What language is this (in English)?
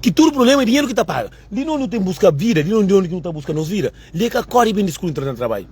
Kabuverdianu